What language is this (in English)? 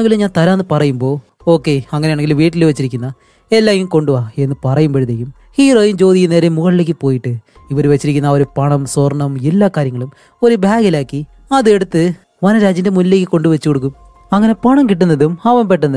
Malayalam